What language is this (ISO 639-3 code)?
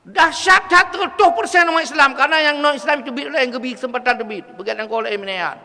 ace